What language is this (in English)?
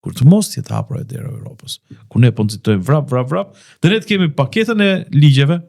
Albanian